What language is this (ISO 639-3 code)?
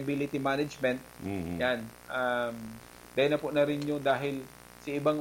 bik